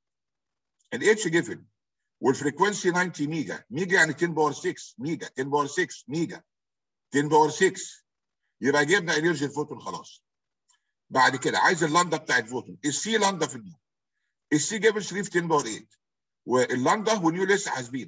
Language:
Egyptian Arabic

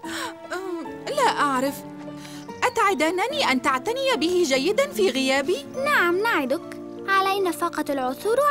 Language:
Arabic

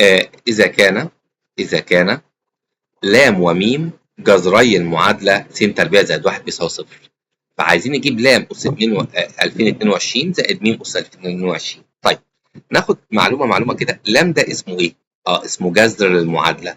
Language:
Egyptian Arabic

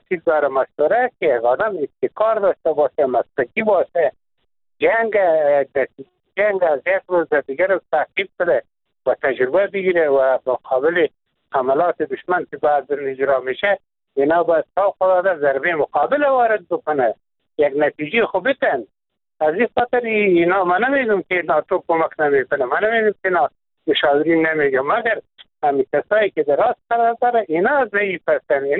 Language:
Persian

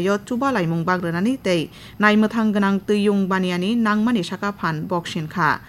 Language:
Kok Borok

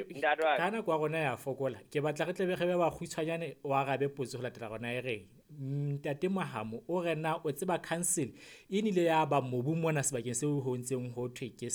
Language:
Southern Sotho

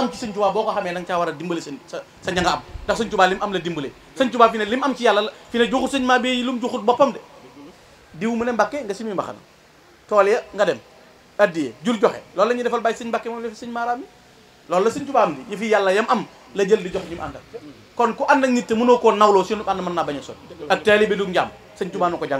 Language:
Wolof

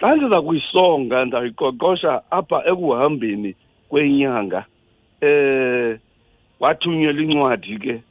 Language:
Xhosa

